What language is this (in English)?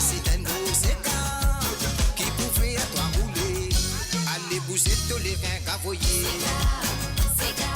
Morisyen